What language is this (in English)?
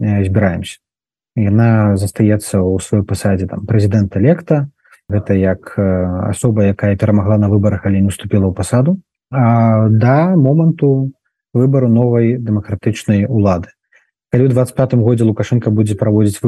Belarusian